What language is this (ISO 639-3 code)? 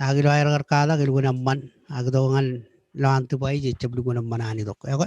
mah